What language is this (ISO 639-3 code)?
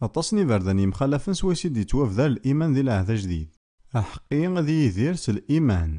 kab